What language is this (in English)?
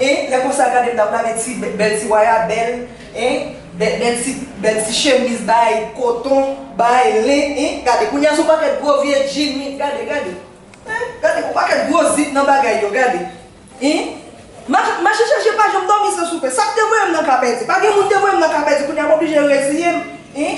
Haitian Creole